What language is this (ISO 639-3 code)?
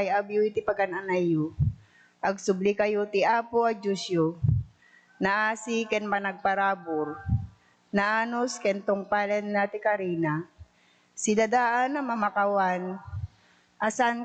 ilo